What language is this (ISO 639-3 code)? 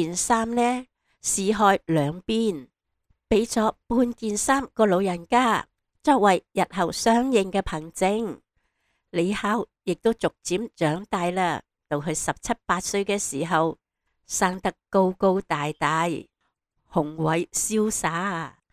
yue